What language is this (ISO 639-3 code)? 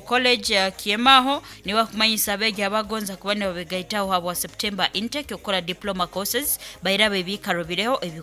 nyo